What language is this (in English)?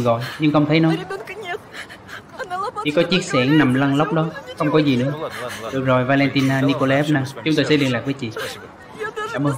Vietnamese